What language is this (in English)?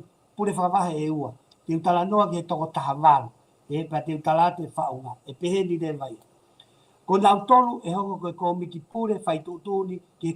Tongan